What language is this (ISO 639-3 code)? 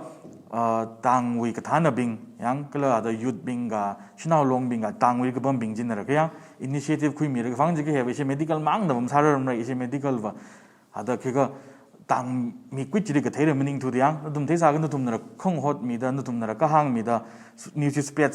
nmf